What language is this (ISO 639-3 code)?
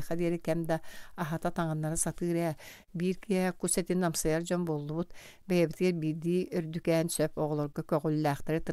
sah